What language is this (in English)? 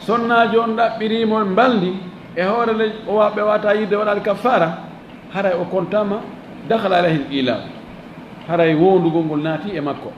Fula